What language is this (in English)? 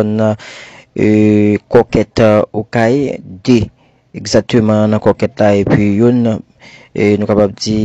Haitian Creole